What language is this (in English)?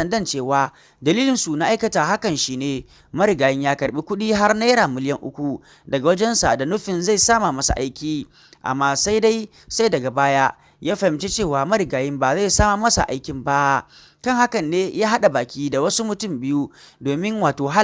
Hausa